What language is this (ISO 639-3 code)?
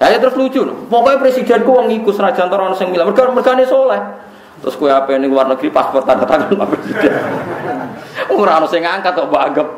jav